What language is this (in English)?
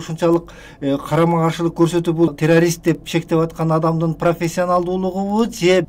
Kyrgyz